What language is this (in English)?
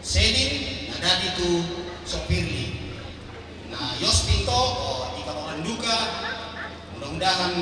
Toraja-Sa'dan